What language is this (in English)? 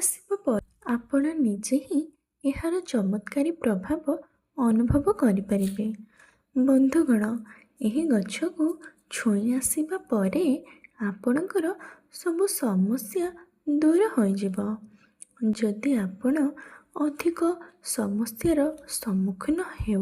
Odia